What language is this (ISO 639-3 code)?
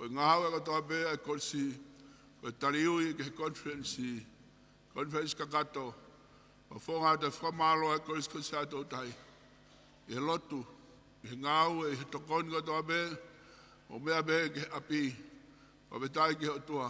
ton